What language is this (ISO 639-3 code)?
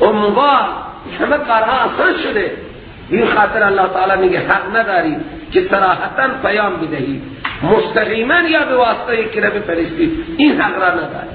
fas